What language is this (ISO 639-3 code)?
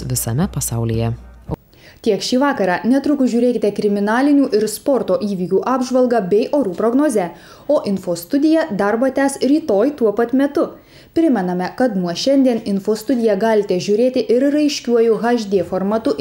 lit